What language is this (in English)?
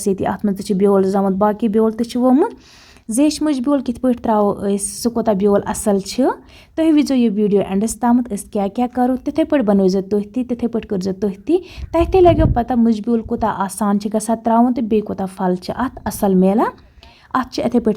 Kashmiri